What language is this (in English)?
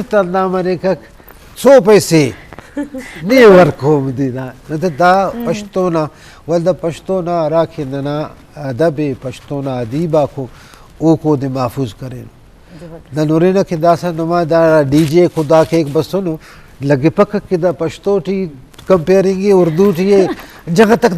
Eastern Balochi